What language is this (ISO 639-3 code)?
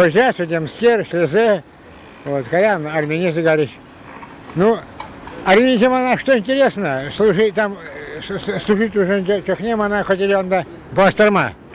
chv